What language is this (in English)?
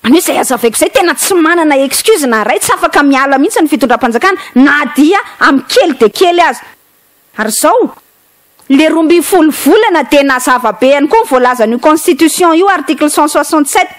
Malagasy